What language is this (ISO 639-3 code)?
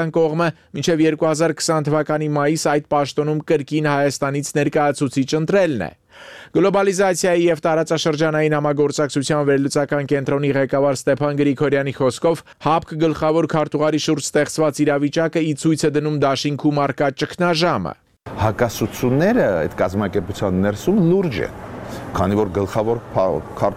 hye